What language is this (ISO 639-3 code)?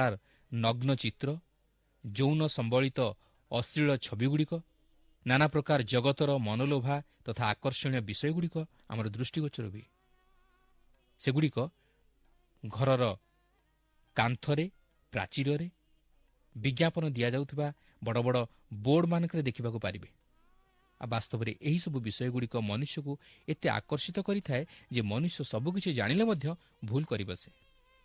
ori